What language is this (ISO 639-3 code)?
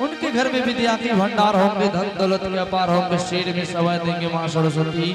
anp